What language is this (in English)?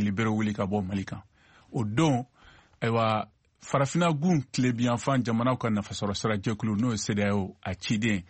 Bambara